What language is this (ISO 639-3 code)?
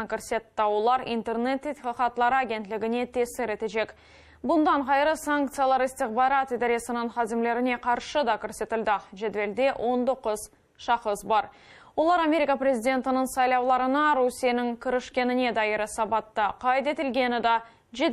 crh